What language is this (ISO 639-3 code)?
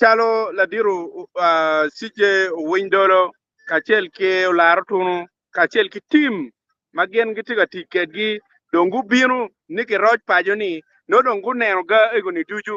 ach